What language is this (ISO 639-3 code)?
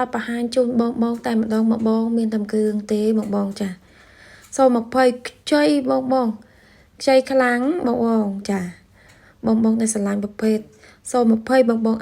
khm